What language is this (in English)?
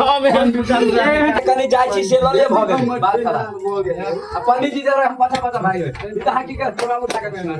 Maithili